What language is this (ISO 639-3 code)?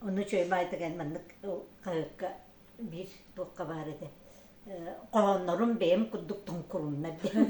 sah